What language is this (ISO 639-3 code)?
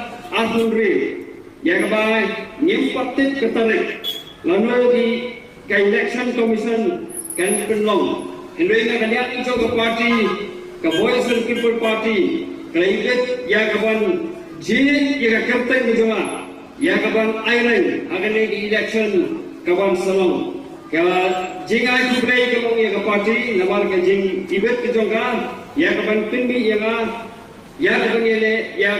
kha